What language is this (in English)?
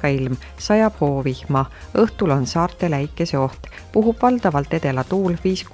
Estonian